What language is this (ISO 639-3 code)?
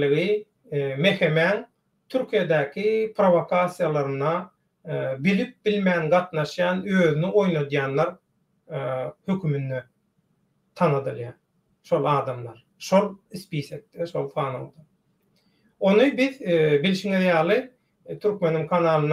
tuk